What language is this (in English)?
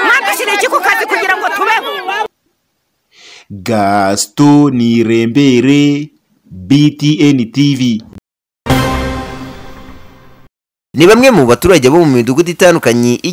Kinyarwanda